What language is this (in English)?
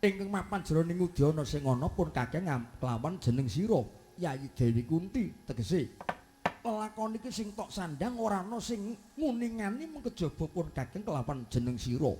Javanese